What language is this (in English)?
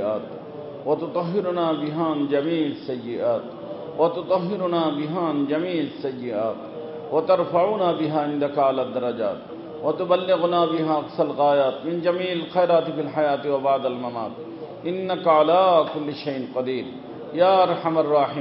Bangla